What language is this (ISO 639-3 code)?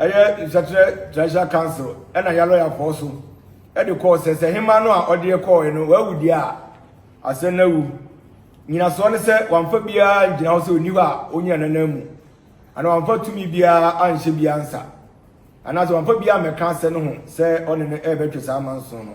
aka